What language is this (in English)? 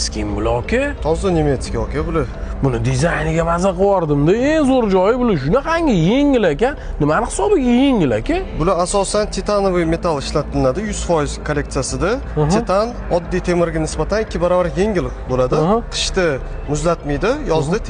Uzbek